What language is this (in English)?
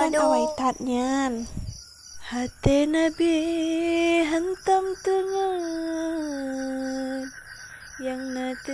Achinese